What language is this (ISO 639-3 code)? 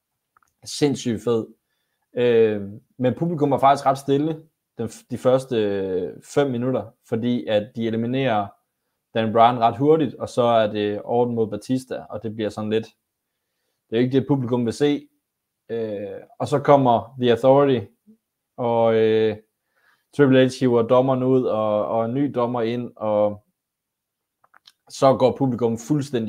dan